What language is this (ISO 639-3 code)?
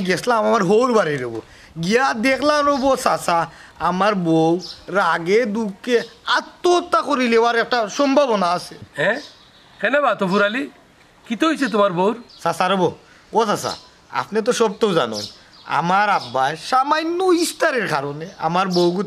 syl